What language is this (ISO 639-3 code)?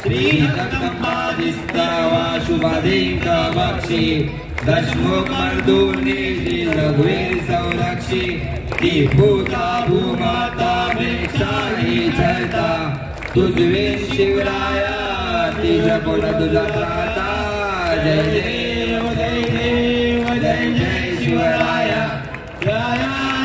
mar